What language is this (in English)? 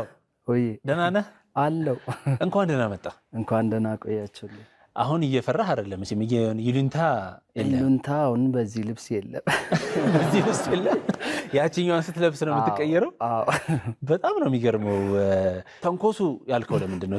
Amharic